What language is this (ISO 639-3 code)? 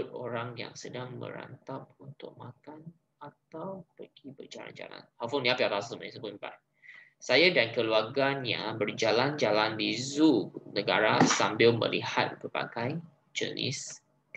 msa